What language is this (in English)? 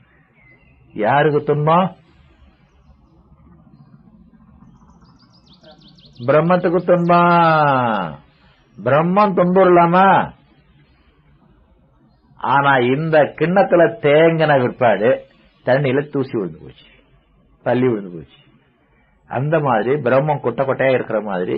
Tamil